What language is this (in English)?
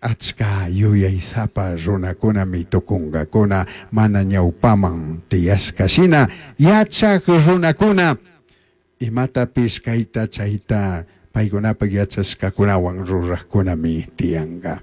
Chimborazo Highland Quichua